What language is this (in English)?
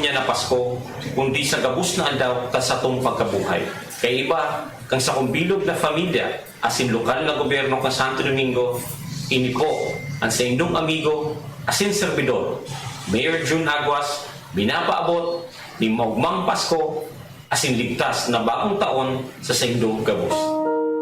Bikol